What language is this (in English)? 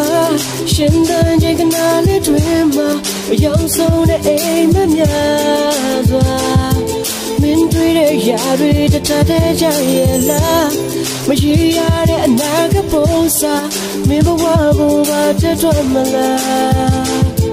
Burmese